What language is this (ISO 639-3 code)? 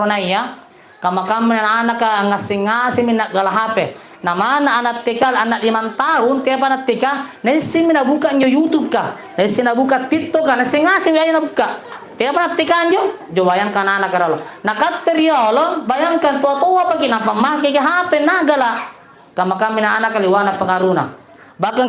mak